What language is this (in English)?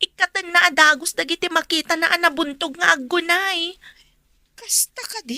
Iloko